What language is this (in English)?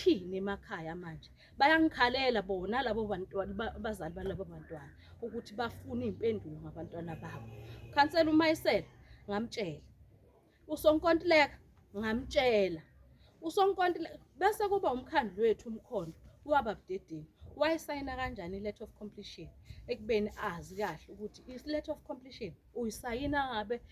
Zulu